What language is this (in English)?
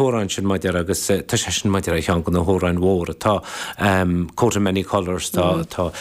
Irish